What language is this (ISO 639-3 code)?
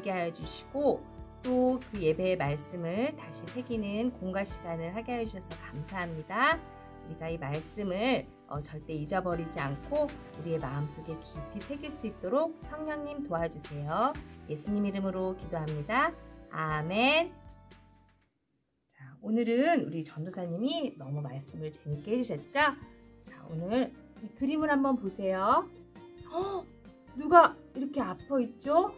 kor